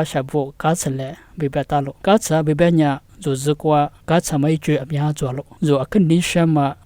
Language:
Lisu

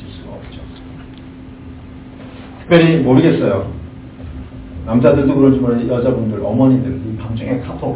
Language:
Korean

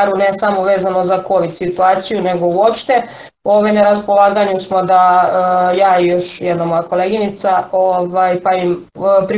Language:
Serbian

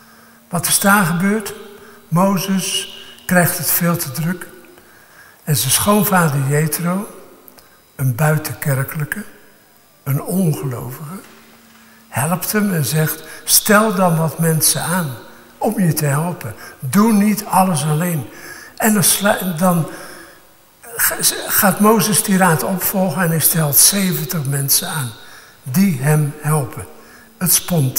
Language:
Dutch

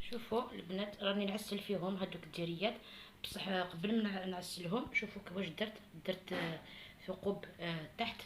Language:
Algerian Arabic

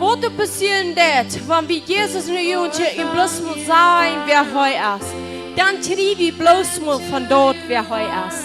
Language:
Plautdietsch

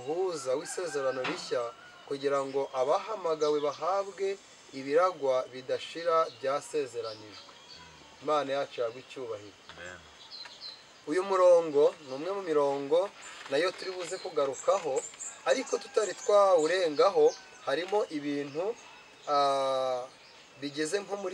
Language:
Kinyarwanda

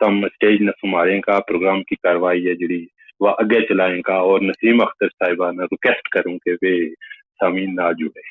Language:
Gujari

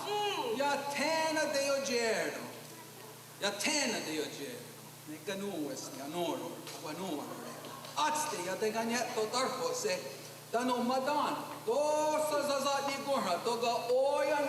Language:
Mohawk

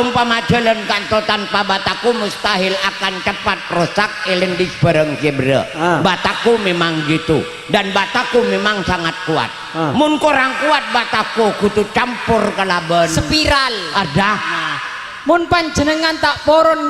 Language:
Madurese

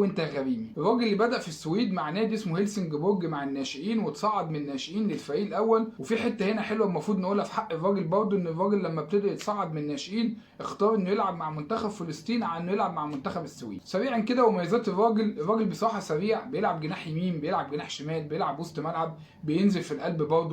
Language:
Egyptian Arabic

